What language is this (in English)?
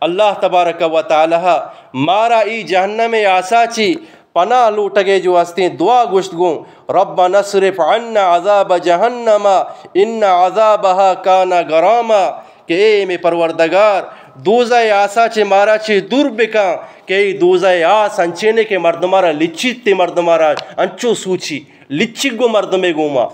Eastern Balochi